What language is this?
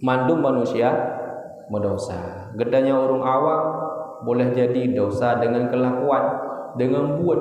Achinese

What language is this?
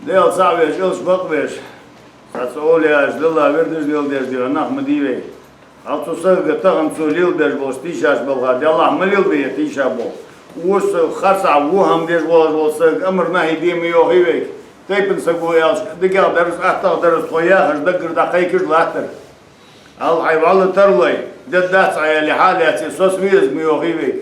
Ingush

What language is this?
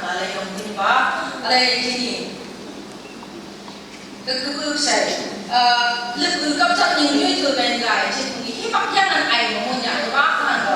Phom Naga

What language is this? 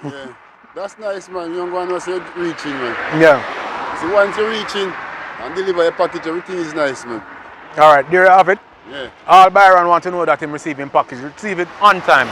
Jamaican Creole English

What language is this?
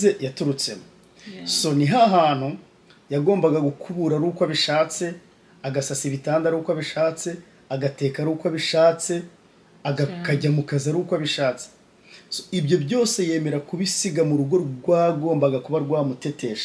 Kinyarwanda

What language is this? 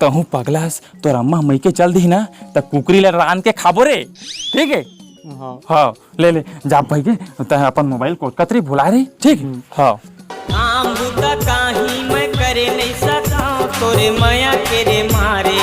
Chhattisgarhi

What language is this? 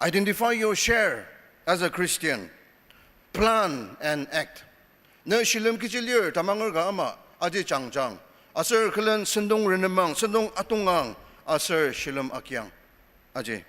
Ao Naga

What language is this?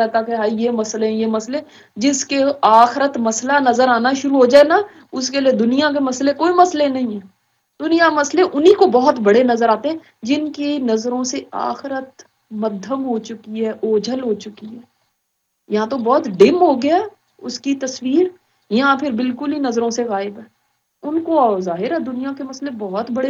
Urdu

